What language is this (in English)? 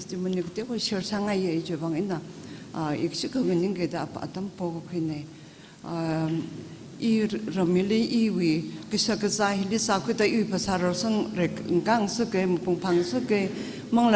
Tangkhul Naga (India)